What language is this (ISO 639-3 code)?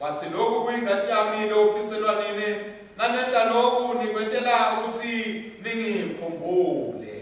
ssw